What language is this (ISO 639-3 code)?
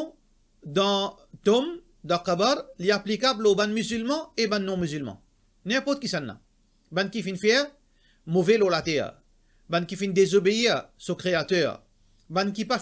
mfe